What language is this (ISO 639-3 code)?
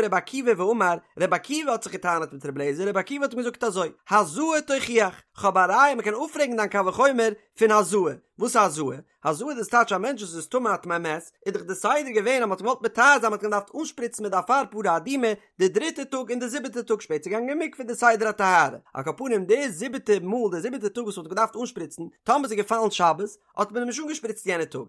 yid